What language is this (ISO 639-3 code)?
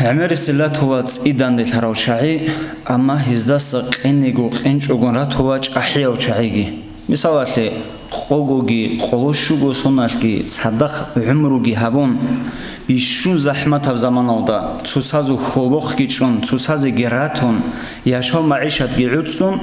ava